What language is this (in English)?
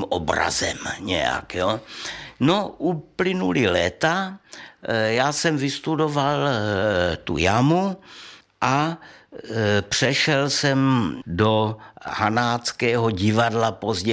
Czech